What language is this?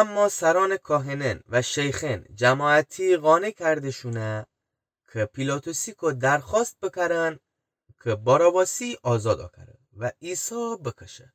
Gilaki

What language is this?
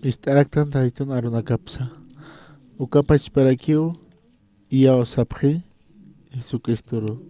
Aymara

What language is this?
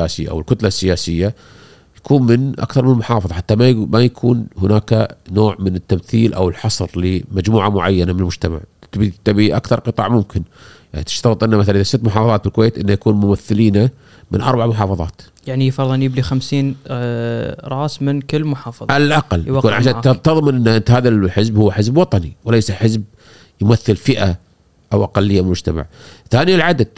Gulf Arabic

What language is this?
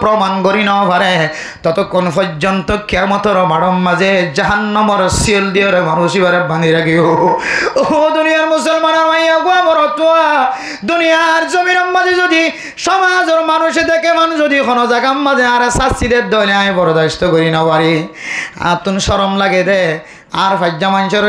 Rohingya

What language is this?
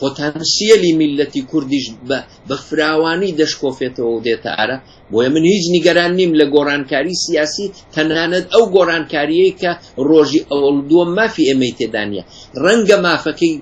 Central Kurdish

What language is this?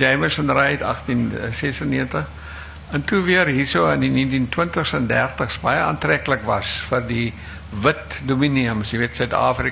Afrikaans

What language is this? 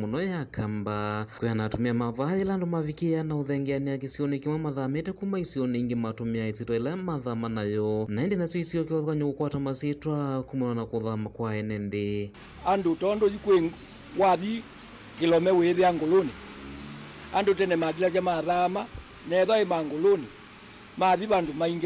Kamba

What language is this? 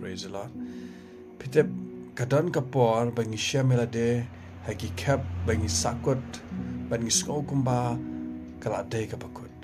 Khasi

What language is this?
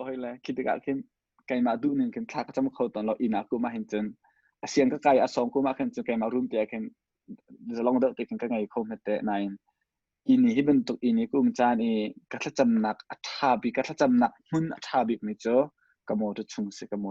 Hakha Chin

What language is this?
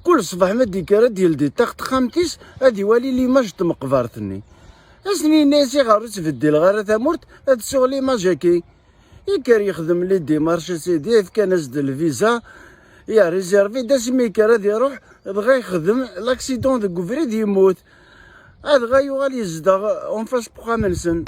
Kabyle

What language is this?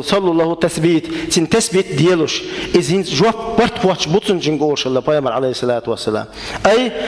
Chechen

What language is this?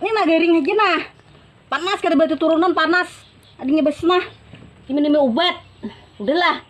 Banjar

